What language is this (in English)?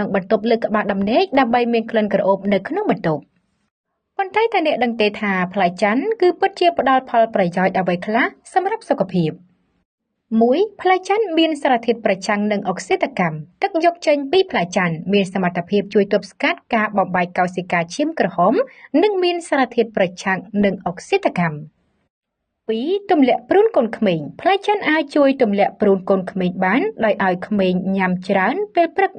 Khmer